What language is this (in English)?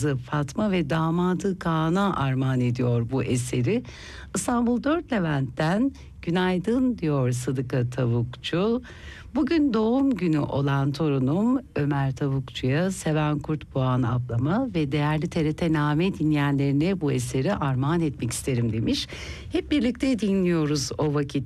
Turkish